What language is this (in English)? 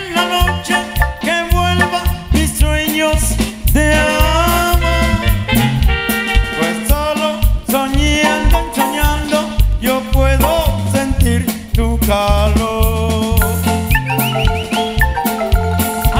Spanish